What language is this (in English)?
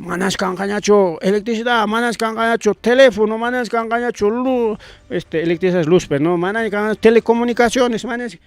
Ayacucho Quechua